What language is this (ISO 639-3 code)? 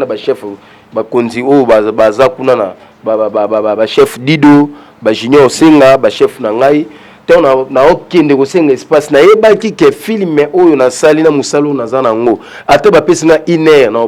lin